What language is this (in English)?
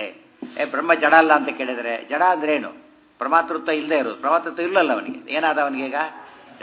Kannada